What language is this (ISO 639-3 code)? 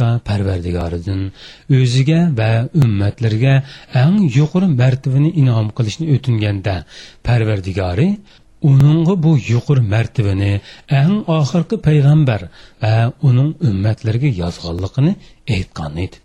uig